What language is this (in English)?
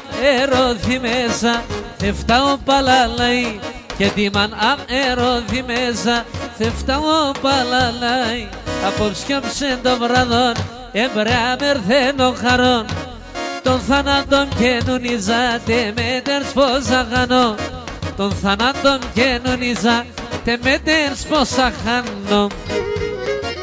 Pontic